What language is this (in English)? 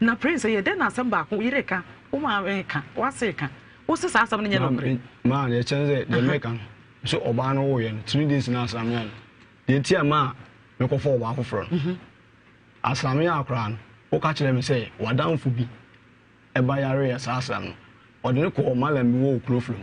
Akan